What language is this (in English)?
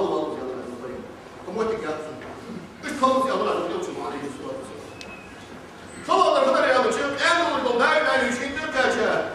Ingush